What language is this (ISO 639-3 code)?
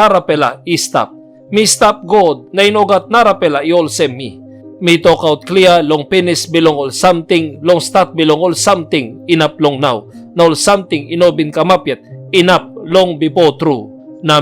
tpi